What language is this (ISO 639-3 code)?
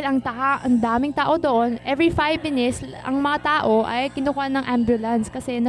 fil